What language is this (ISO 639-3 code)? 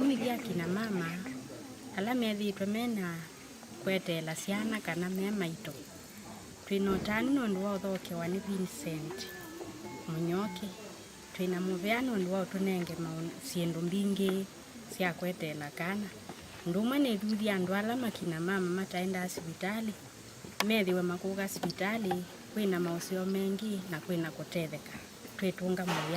kam